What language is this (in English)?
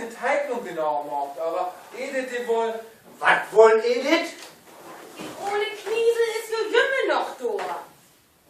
Low German